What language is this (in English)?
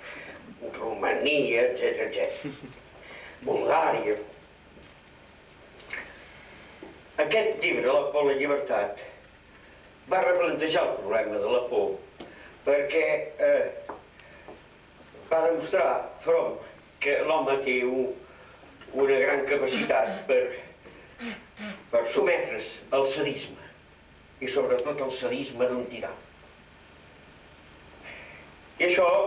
Catalan